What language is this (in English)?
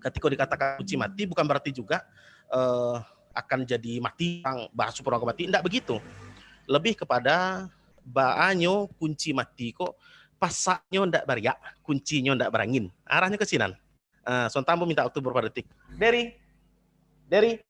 Minangkabau